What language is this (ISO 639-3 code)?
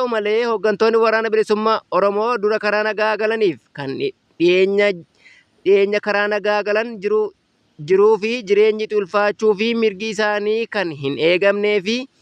orm